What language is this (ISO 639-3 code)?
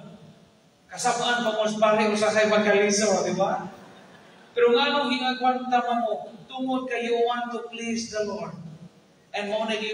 ceb